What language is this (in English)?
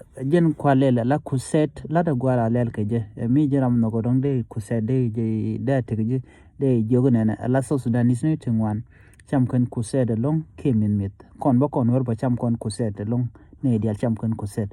Nuer